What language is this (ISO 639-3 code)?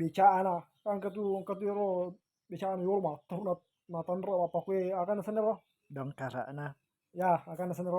bug